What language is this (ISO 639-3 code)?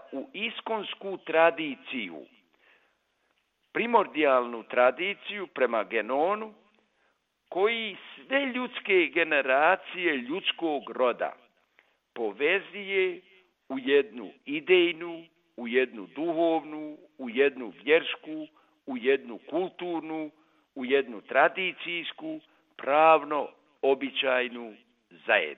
bos